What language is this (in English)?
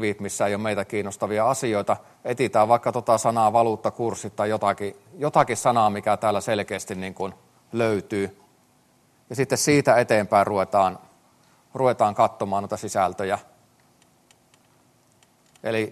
Finnish